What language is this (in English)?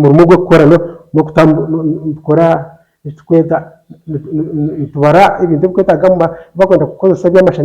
Nyankole